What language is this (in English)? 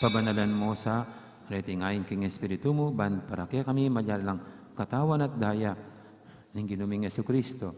Pampanga